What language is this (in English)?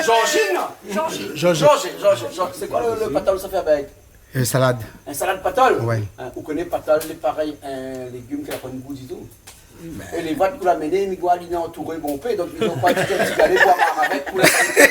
Réunion Creole French